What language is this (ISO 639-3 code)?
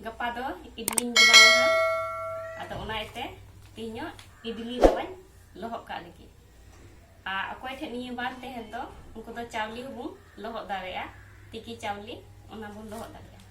sat